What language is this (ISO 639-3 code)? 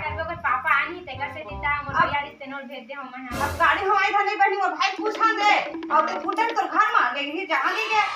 hne